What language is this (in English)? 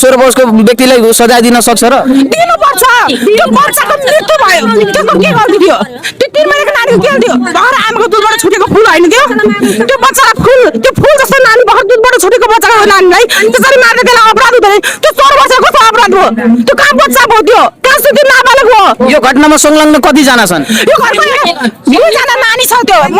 Nepali